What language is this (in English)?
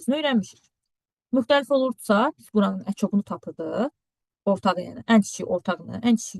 Azerbaijani